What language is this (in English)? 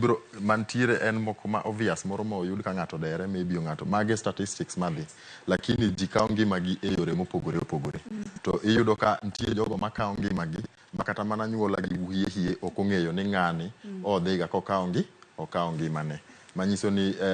Luo (Kenya and Tanzania)